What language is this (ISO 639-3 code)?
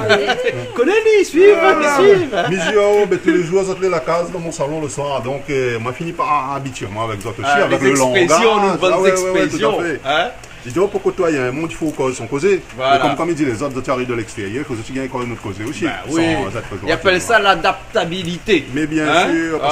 rcf